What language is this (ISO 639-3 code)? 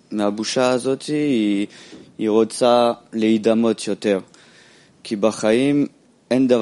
heb